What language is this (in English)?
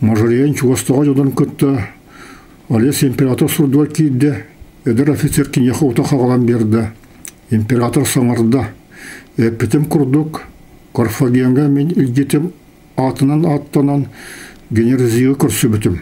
Yakut